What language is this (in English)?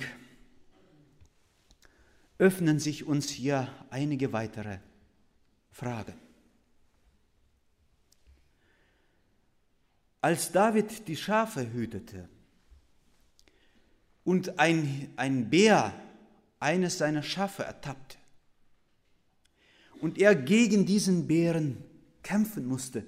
German